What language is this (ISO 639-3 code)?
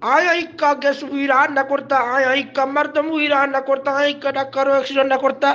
bgp